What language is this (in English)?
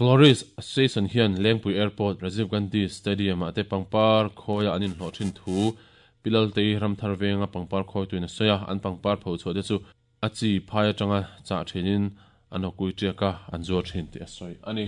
Mizo